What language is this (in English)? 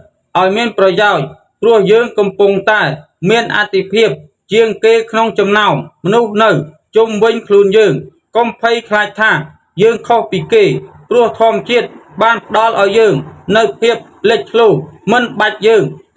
Khmer